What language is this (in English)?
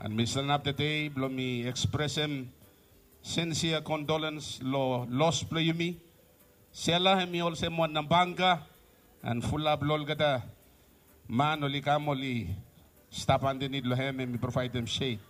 Bislama